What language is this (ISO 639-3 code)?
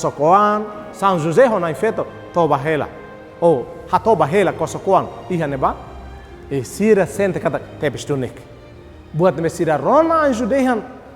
tet